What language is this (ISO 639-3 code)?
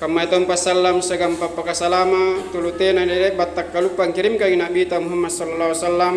mak